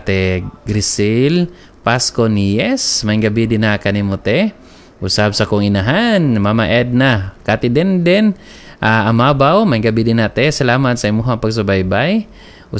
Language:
Cebuano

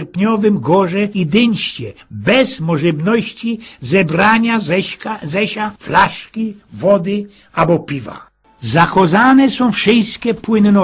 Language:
Silesian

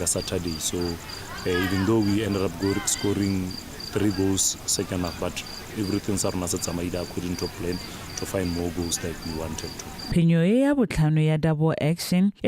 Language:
Tswana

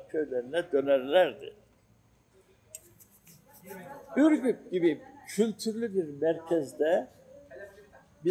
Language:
Turkish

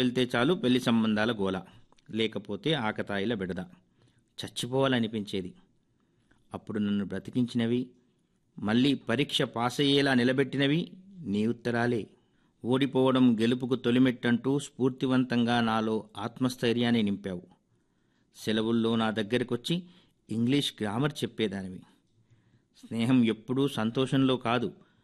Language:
Telugu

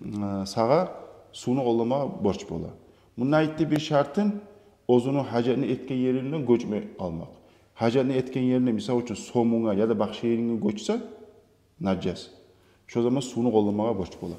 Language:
Kumyk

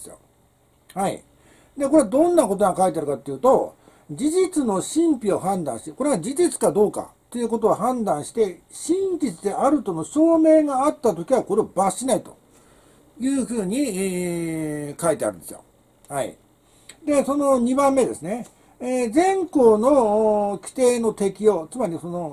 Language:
Japanese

